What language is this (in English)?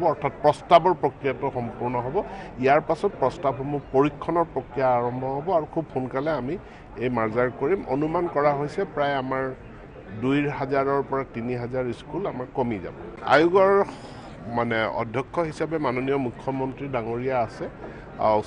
Assamese